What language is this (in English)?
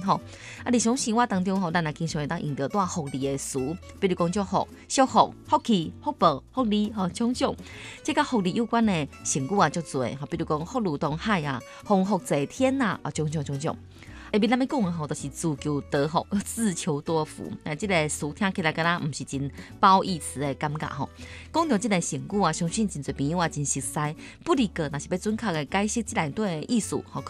Chinese